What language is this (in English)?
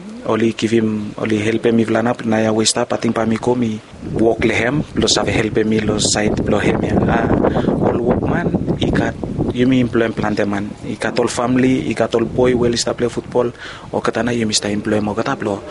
Bislama